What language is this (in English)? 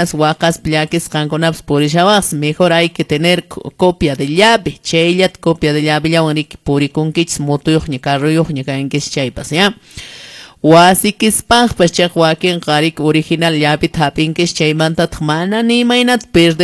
Quechua